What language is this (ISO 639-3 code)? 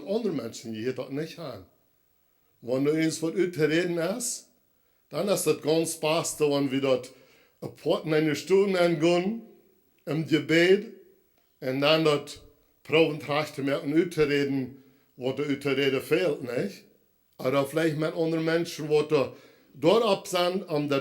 pdt